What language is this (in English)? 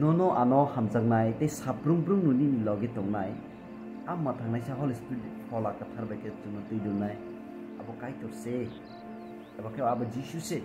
Kok Borok